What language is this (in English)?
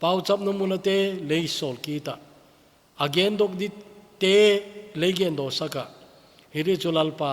Thado Chin